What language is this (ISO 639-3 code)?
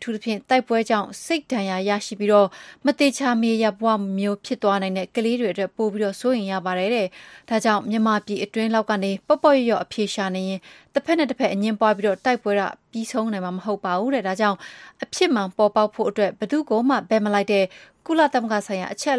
mya